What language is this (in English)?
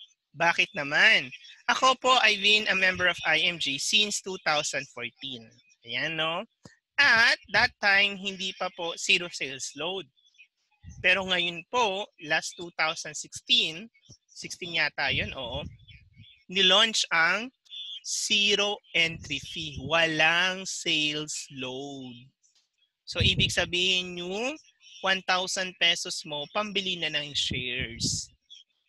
Filipino